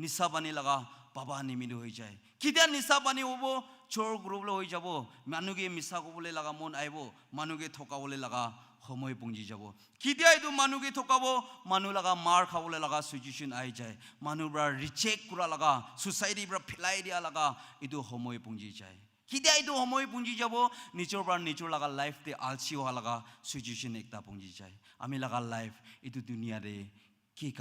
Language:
Naga Pidgin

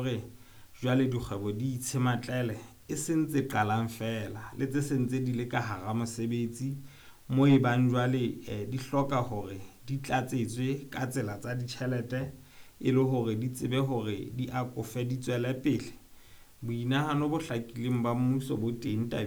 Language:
Southern Sotho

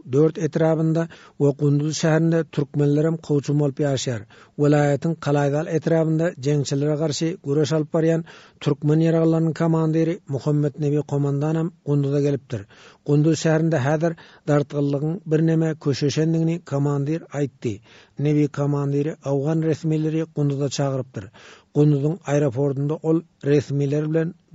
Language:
Turkmen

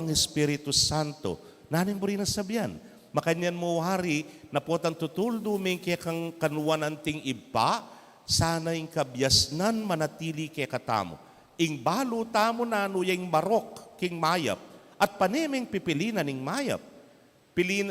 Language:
Pampanga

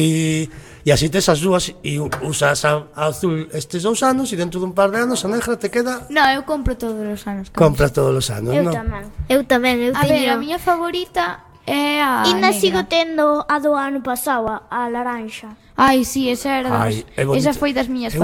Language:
Galician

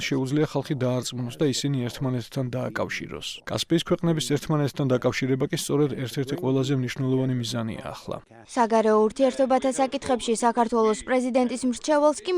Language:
Georgian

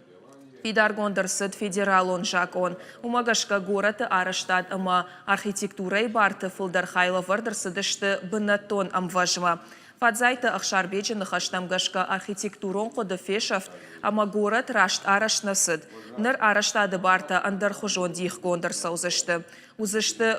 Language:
Ossetic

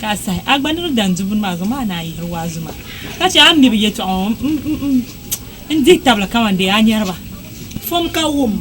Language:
Dagbani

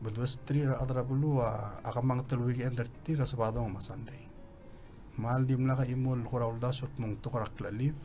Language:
Palauan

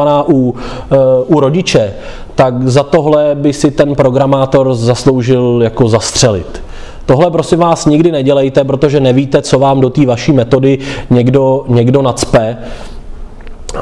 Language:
Czech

